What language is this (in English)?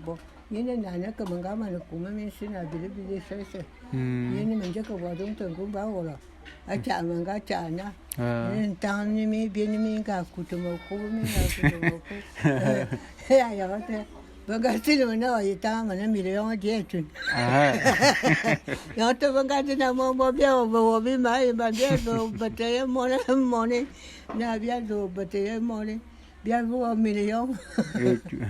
Bulu